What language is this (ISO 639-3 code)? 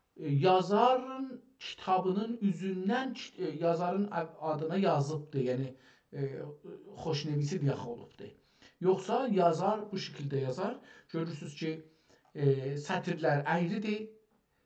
azb